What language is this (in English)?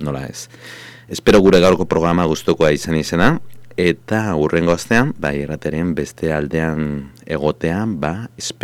Basque